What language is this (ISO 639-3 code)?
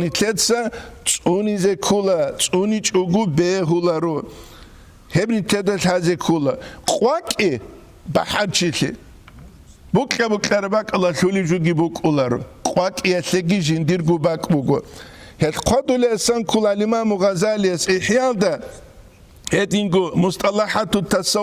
ava